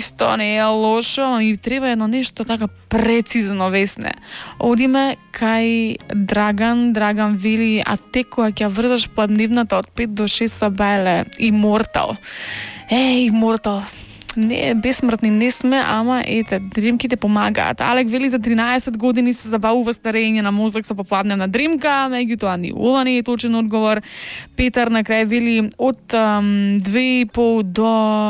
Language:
Macedonian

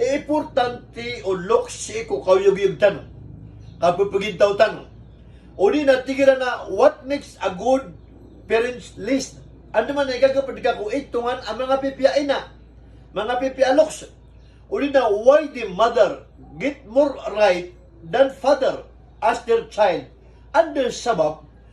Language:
Maranao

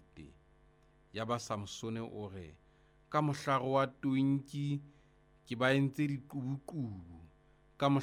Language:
Southern Sotho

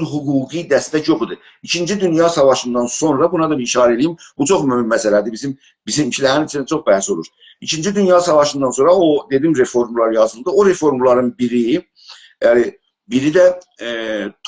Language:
South Azerbaijani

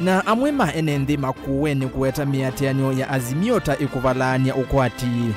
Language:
Kamba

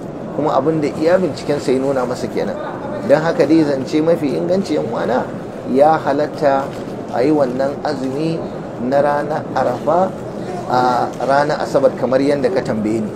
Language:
Hausa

